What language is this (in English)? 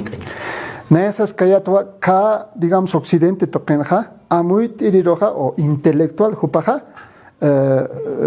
Aymara